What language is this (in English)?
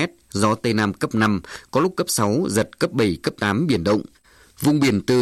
Vietnamese